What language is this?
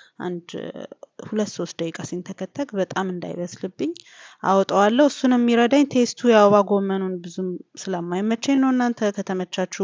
Amharic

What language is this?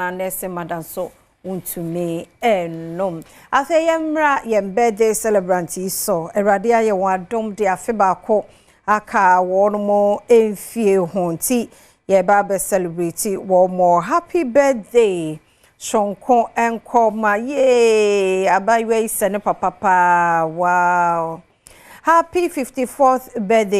Akan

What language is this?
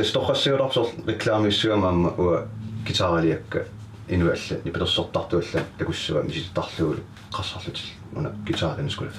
Kalaallisut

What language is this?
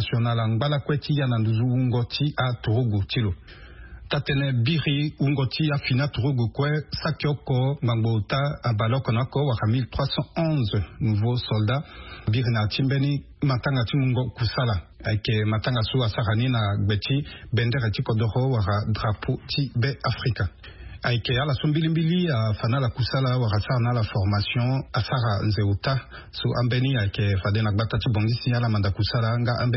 Sango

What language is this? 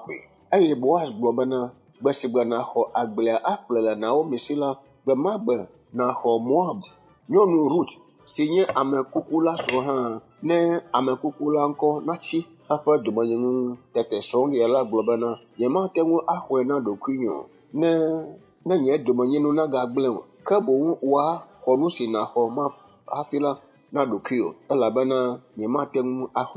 Ewe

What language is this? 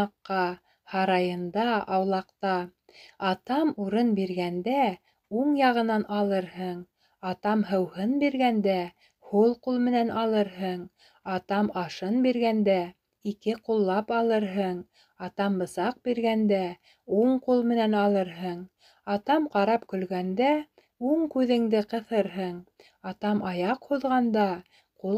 Bashkir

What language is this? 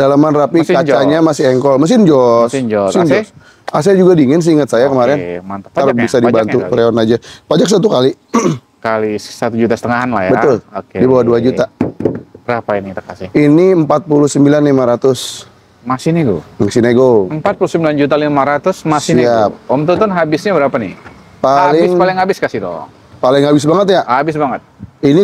Indonesian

